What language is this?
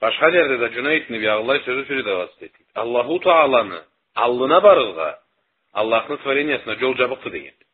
Karachay-Balkar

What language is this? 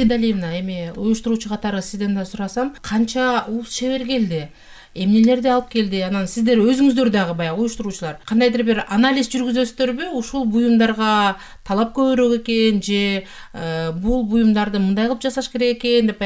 Kyrgyz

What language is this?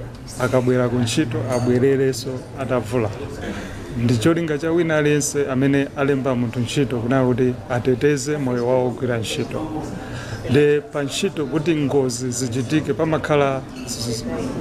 Nyanja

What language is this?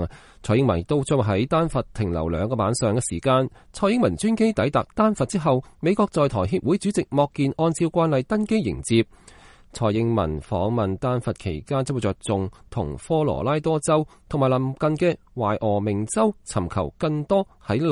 Cantonese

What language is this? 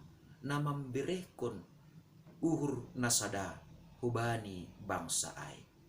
Batak Simalungun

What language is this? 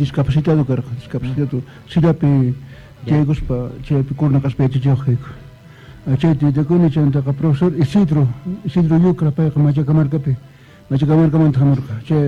Quechua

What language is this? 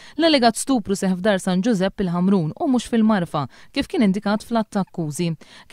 Maltese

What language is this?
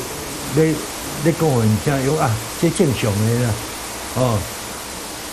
Min Nan Chinese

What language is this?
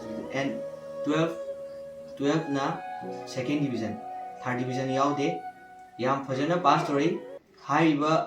Manipuri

